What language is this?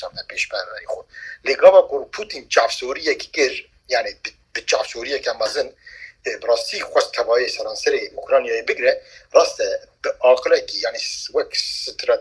Kurdish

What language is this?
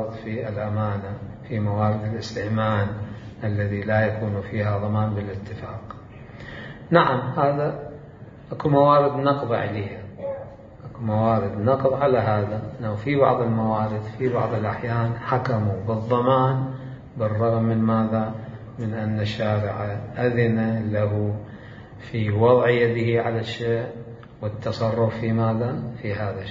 Mesopotamian Arabic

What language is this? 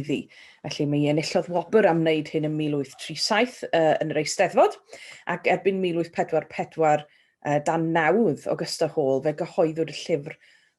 Welsh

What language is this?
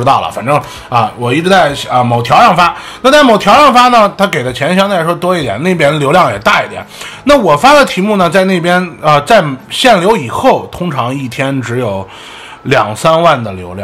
Chinese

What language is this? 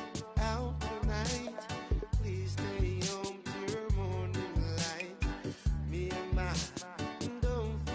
Samoan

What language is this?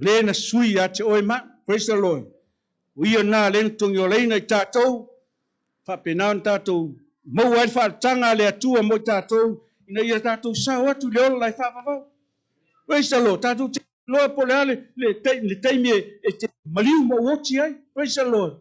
Samoan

